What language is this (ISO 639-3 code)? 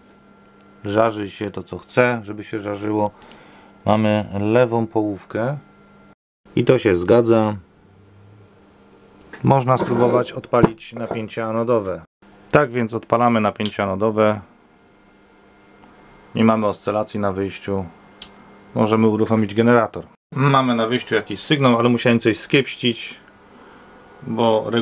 pol